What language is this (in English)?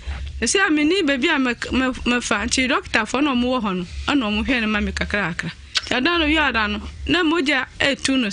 Akan